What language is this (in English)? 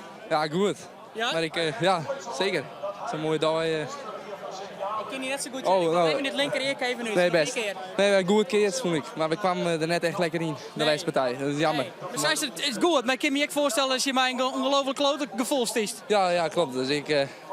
Western Frisian